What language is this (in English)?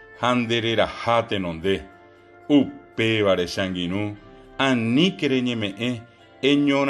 Guarani